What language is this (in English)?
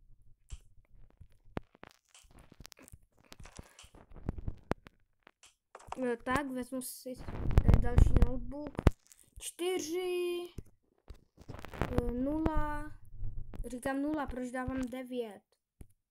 Czech